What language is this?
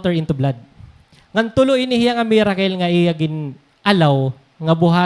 Waray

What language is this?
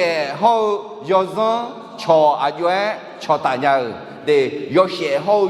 Akha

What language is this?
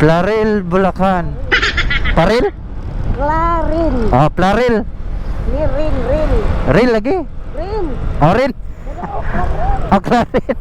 Cebuano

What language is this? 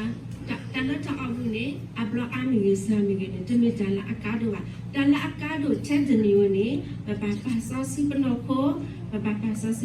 S'gaw Karen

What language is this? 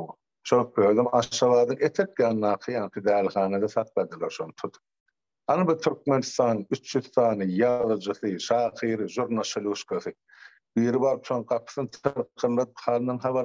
Turkmen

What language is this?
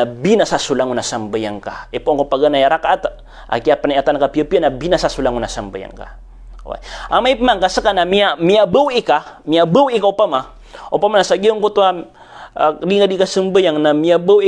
Maranao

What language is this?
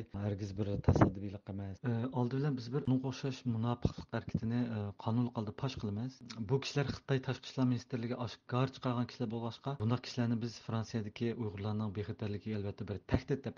Uyghur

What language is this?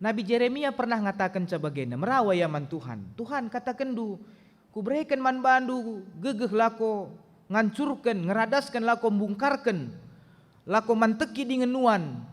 Batak Karo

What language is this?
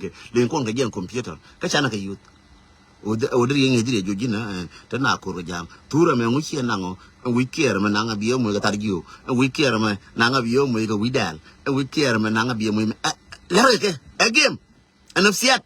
Nuer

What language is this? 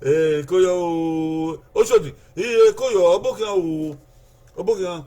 Bini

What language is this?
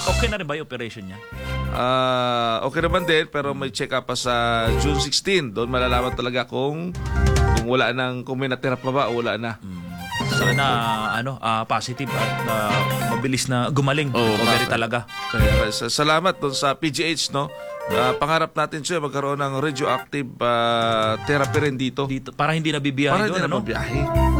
Filipino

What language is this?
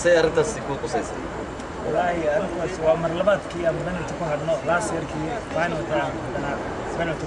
Somali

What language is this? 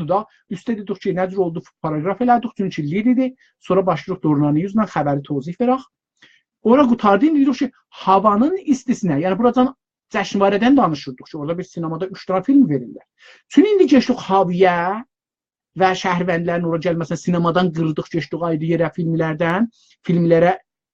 South Azerbaijani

